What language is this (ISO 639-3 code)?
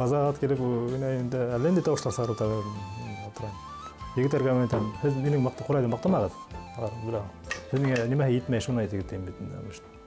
bak